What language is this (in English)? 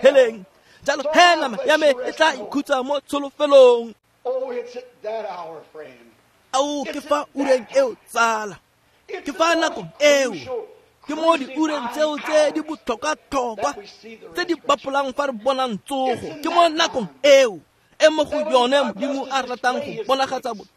Tswana